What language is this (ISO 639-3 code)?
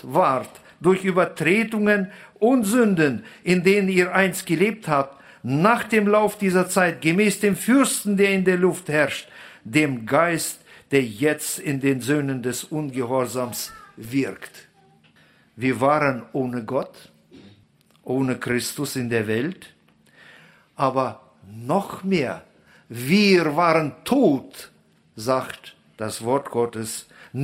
deu